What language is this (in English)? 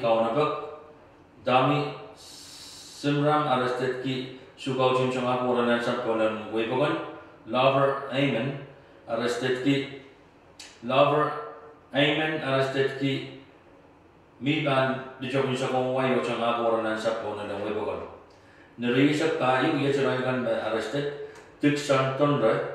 Pohnpeian